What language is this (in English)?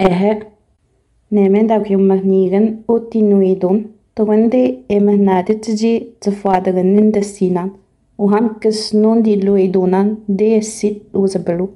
Innu-aimun